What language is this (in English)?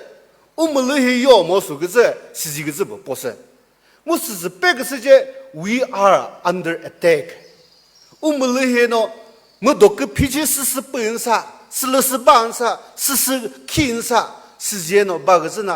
Chokri Naga